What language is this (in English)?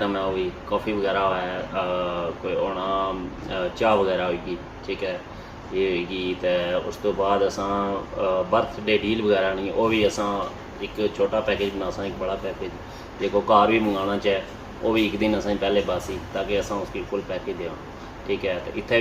Pahari-Potwari